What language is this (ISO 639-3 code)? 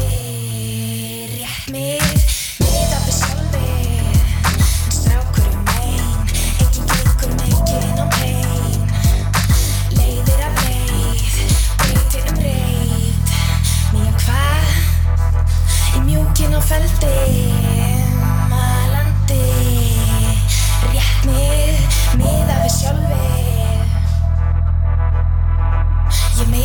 isl